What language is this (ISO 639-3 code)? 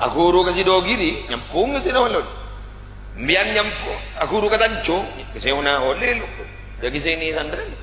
mad